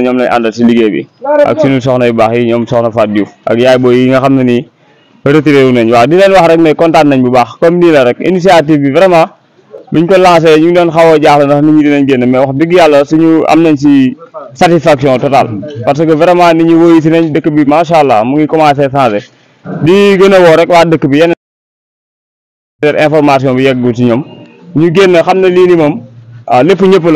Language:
Wolof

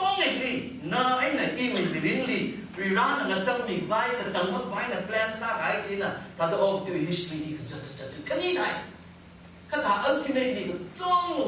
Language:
Tangkhul Naga (India)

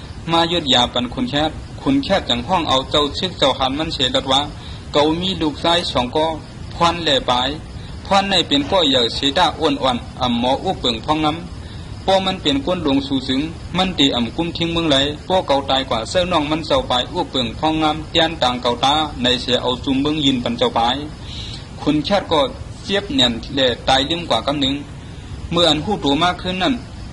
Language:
Shan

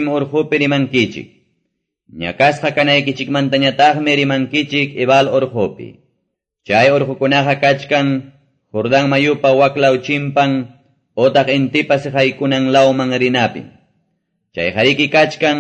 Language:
Quechua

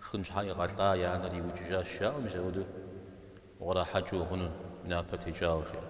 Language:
Kabardian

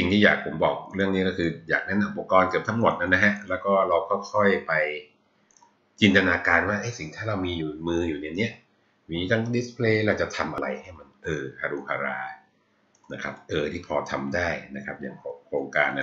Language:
Thai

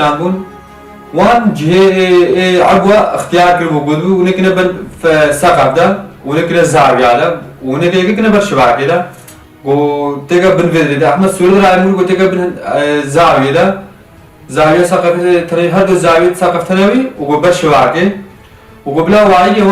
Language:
Kurdish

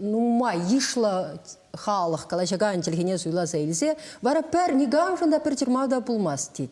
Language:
Chuvash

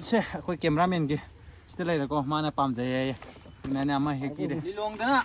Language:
Manipuri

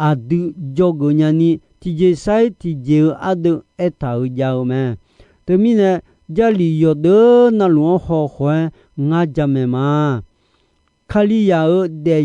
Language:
Akha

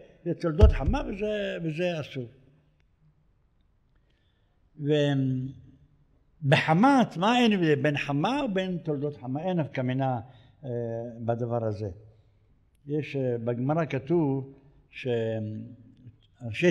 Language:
Hebrew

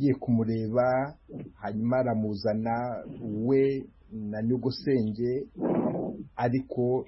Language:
Kinyarwanda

